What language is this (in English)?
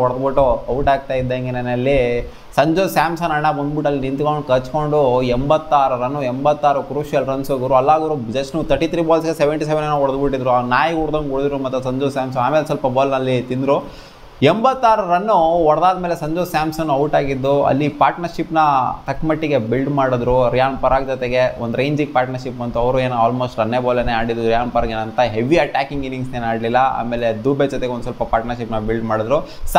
Kannada